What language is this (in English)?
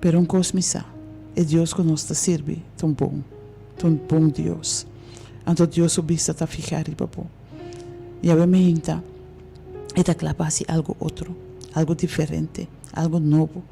Papiamento